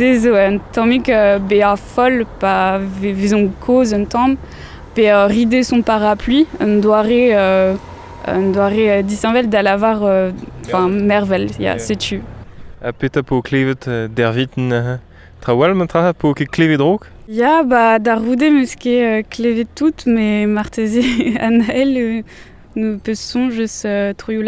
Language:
Breton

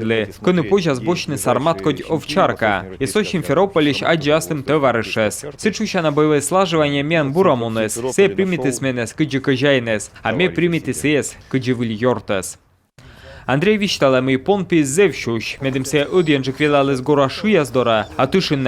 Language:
Komi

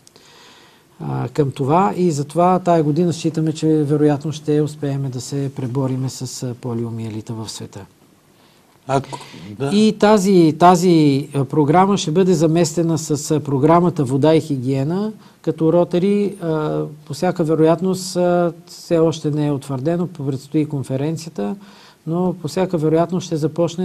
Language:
Bulgarian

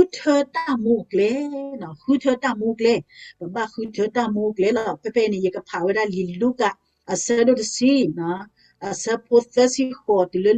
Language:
S'gaw Karen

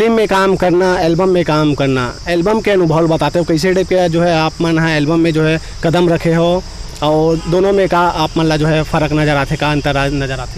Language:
Chhattisgarhi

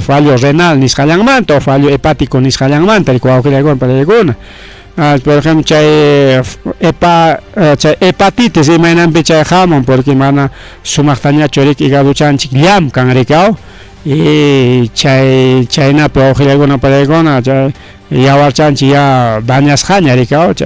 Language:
Ayacucho Quechua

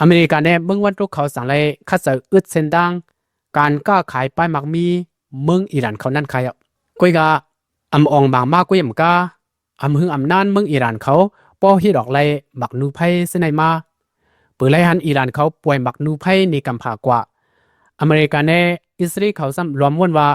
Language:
Shan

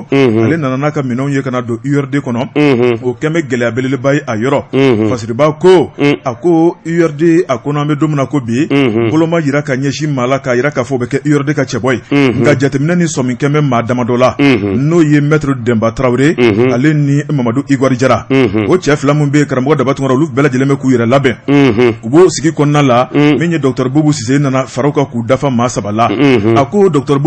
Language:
Bambara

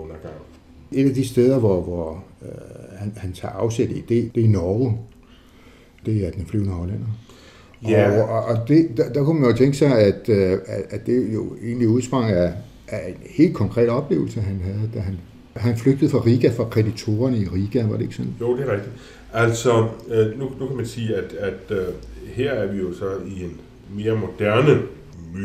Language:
Danish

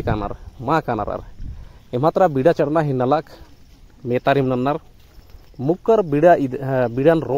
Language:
Kurukh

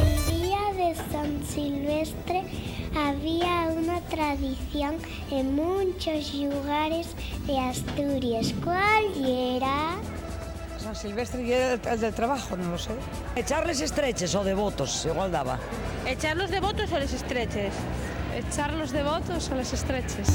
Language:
Asturian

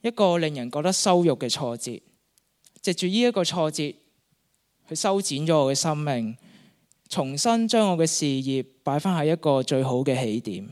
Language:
Cantonese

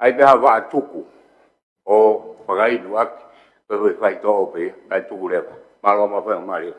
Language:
Tongan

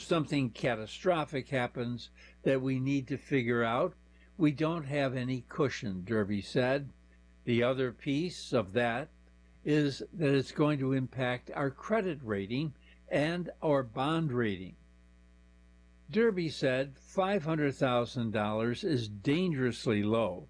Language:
English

